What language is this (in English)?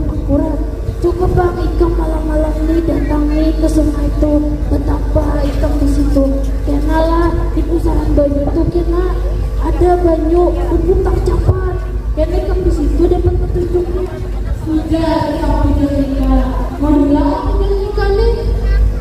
Banjar